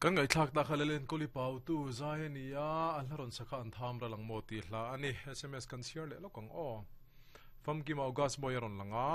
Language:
Mizo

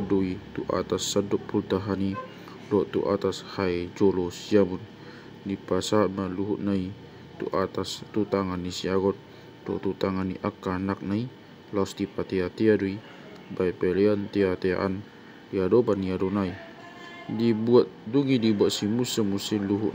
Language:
Batak Toba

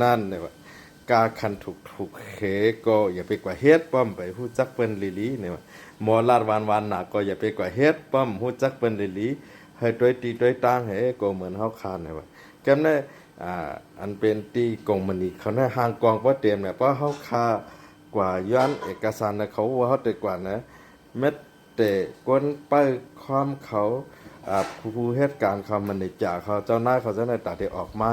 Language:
Shan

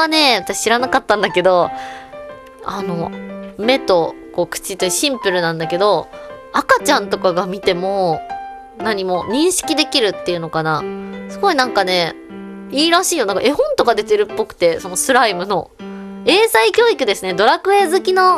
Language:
Japanese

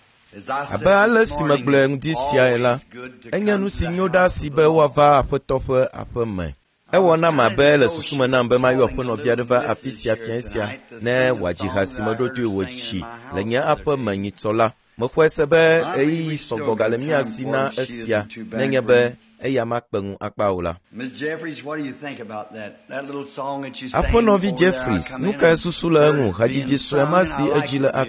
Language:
Ewe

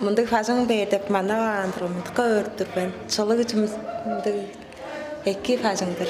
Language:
Tuvinian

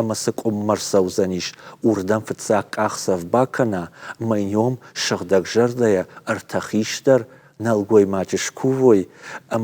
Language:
Ossetic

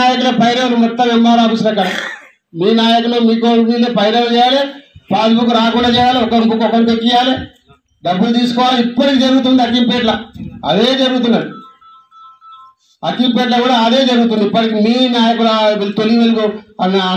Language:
Telugu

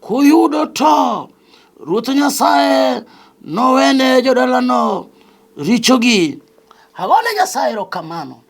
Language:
Luo (Kenya and Tanzania)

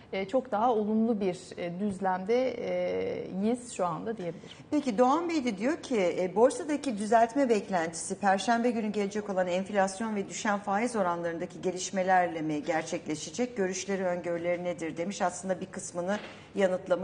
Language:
Turkish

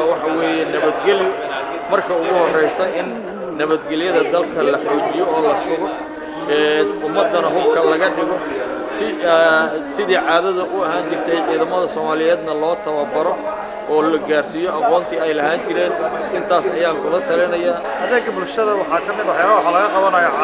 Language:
Somali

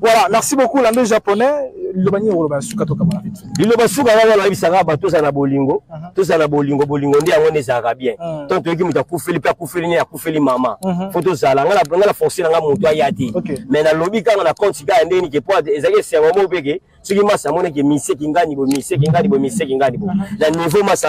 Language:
Lingala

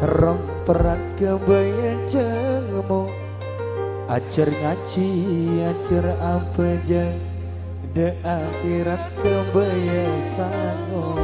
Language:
Madurese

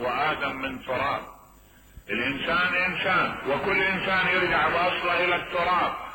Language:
Mesopotamian Arabic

